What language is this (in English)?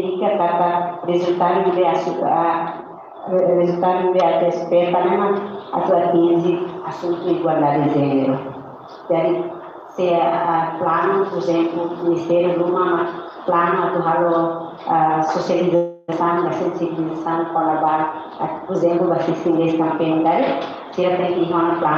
Tetum